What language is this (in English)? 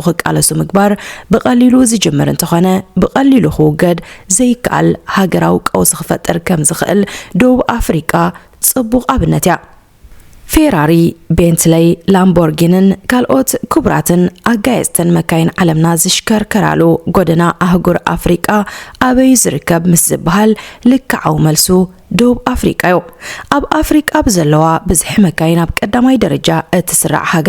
Tigrinya